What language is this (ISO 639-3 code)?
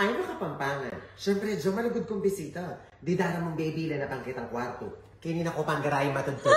pam